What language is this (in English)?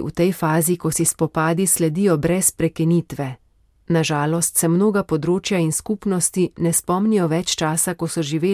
Slovenian